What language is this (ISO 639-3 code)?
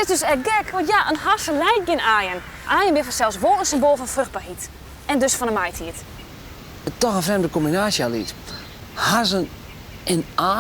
fry